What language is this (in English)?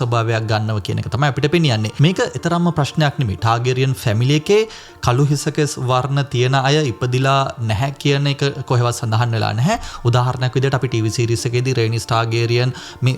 Sinhala